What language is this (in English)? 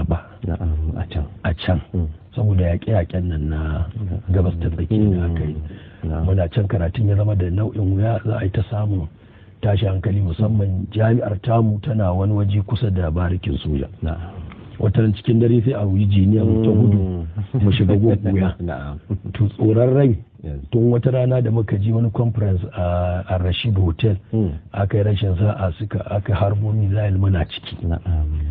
Hausa